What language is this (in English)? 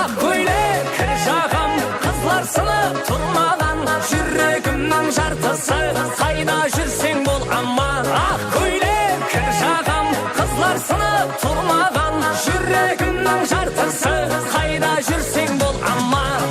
Kara-Kalpak